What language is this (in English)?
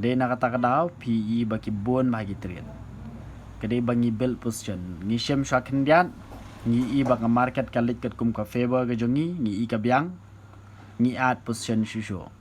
Khasi